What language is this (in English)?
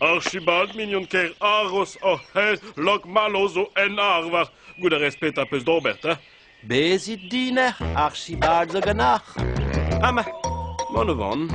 Breton